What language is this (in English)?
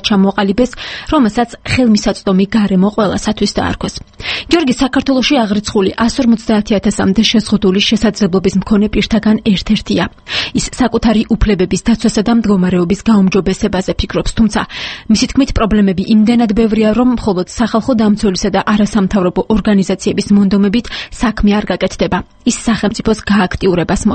Georgian